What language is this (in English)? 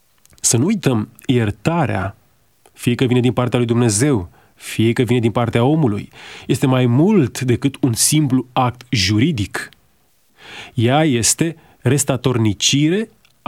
Romanian